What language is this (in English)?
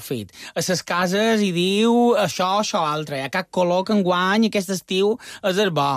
Catalan